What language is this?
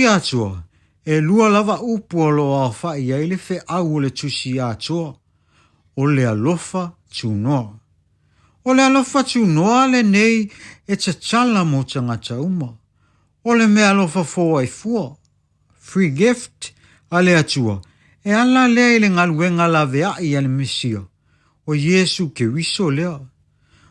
Samoan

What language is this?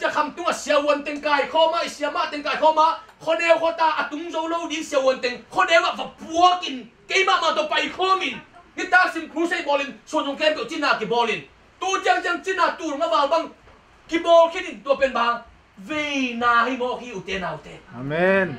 Tedim Chin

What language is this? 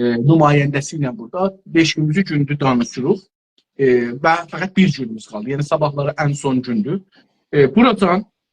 South Azerbaijani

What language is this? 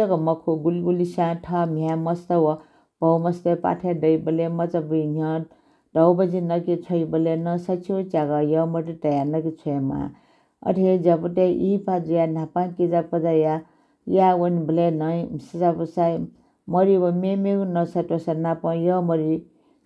Newari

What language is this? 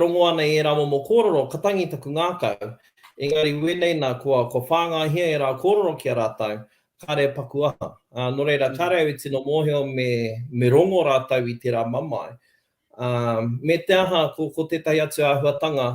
Māori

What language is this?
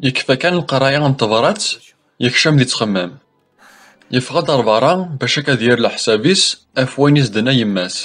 Kabyle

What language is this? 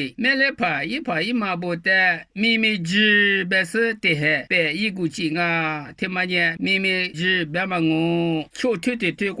Lisu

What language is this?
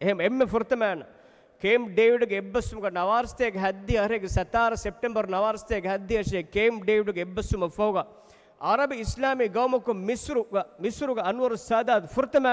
Divehi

